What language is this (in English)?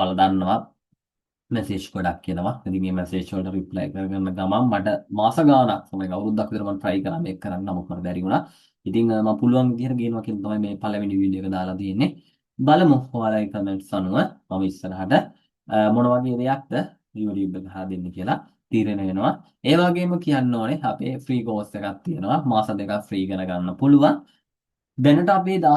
Sinhala